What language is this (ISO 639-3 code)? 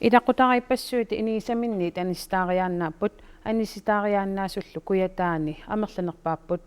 kal